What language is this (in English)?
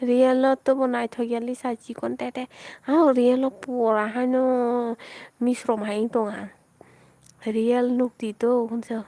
Kok Borok